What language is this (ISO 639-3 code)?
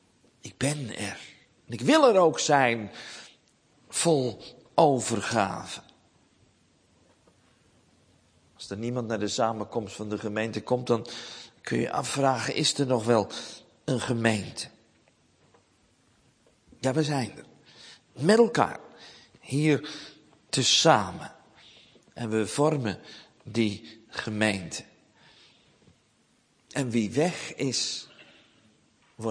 nld